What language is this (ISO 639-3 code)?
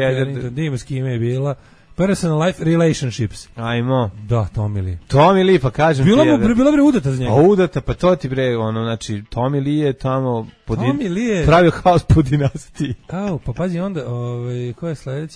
srp